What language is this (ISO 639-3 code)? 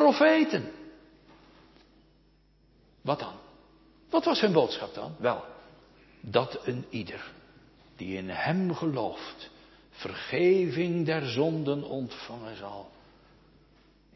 nld